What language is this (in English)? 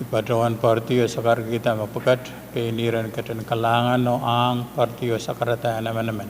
Pohnpeian